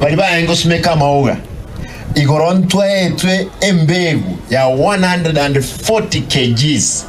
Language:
Gusii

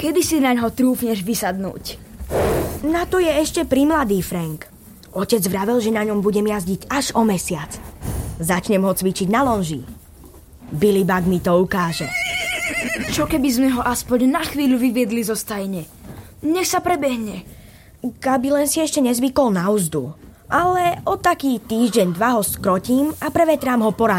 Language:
Slovak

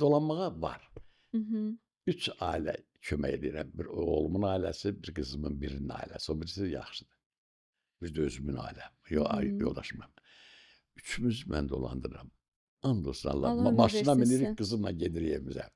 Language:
Azerbaijani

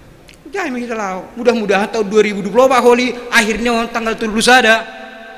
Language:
Batak Simalungun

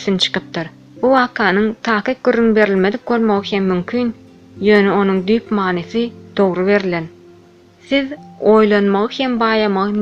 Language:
Turkmen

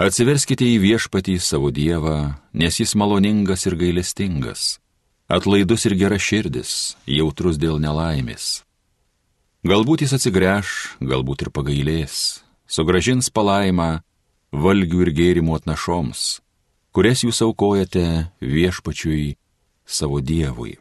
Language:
Lithuanian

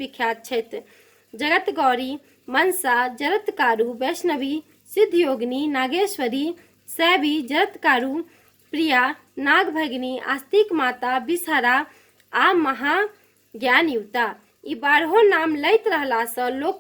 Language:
Maithili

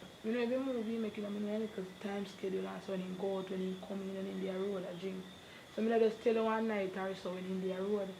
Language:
Jamaican Creole English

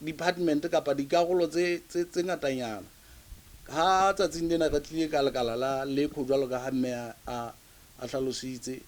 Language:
Southern Sotho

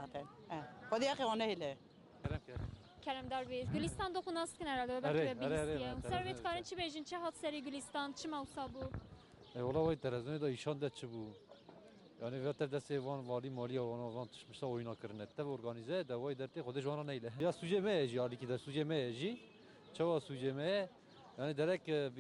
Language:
Kurdish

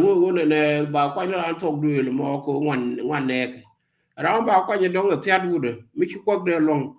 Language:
Nuer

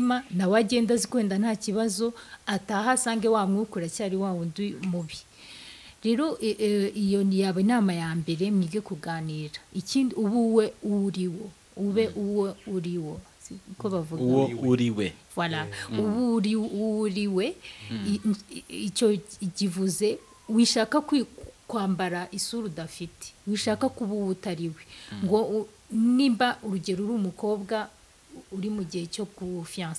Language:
Kinyarwanda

